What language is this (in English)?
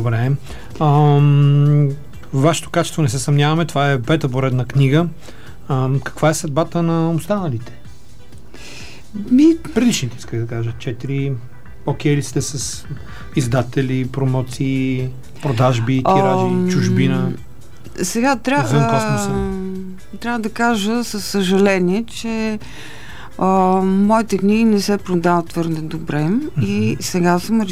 Bulgarian